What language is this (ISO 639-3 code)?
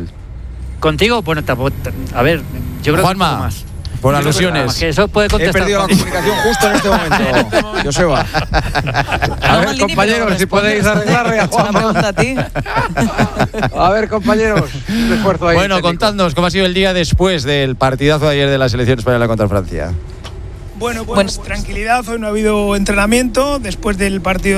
spa